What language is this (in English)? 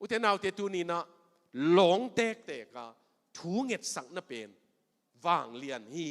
Tedim Chin